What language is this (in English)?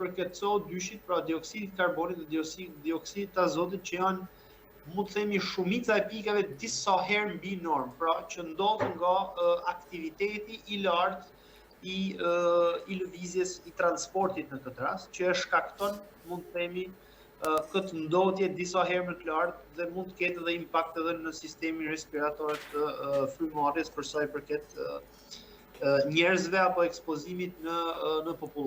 Albanian